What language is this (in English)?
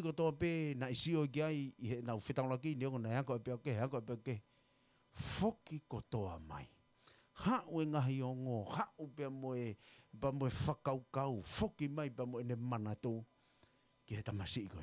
Tongan